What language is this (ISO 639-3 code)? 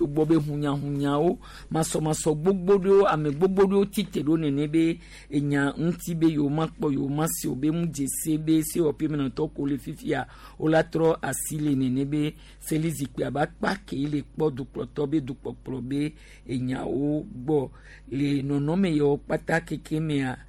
gej